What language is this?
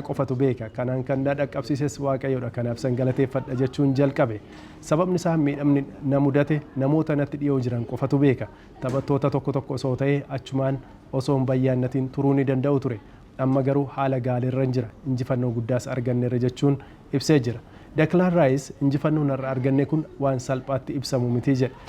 Oromo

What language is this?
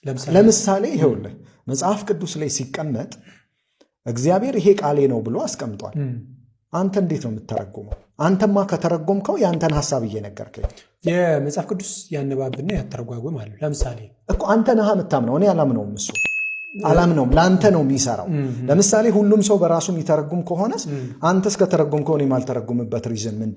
Amharic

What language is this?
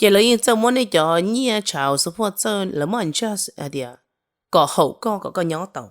Hmong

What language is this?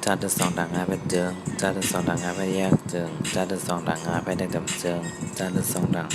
Shan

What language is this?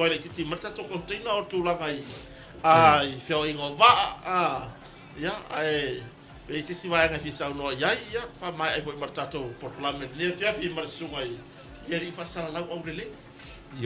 Samoan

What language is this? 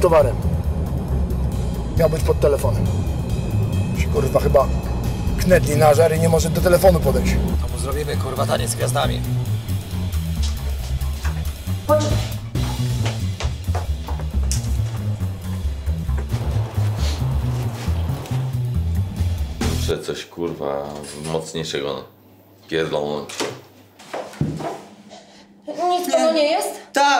Polish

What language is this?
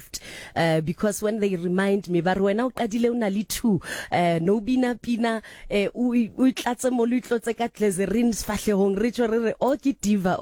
Southern Sotho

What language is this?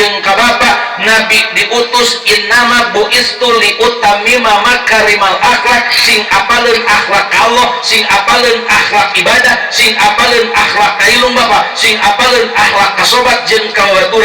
Sundanese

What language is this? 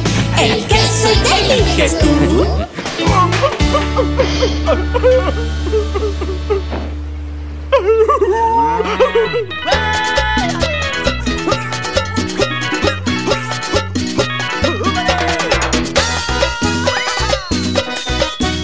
Spanish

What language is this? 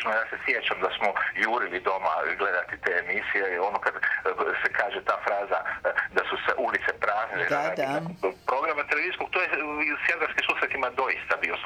Croatian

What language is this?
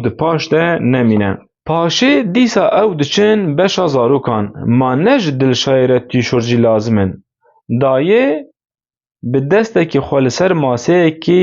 Kurdish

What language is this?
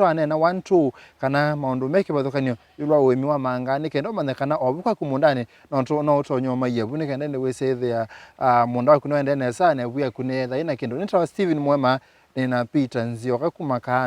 Kamba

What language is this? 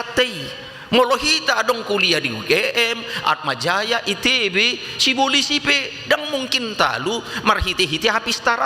Batak Toba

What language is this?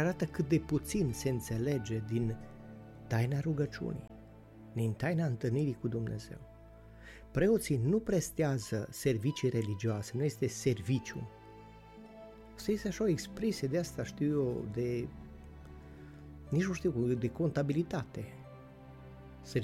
Romanian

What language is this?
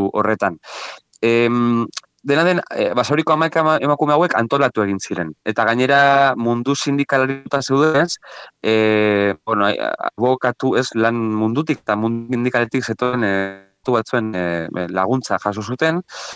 Basque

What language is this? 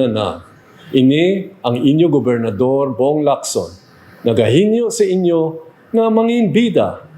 Hiligaynon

